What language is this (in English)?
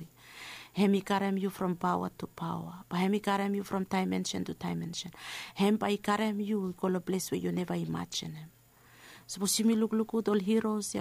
Bislama